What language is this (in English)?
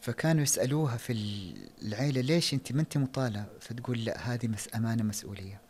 Najdi Arabic